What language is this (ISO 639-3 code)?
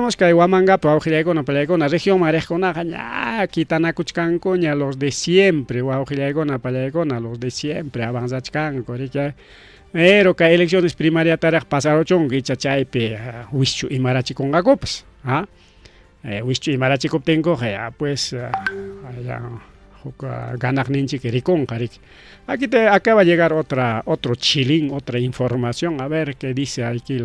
quy